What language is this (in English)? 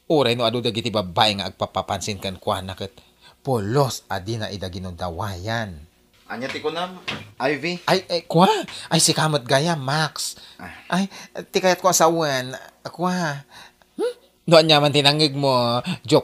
Iloko